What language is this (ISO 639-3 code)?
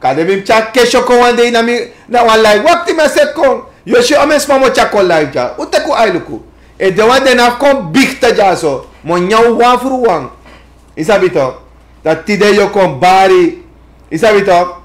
srn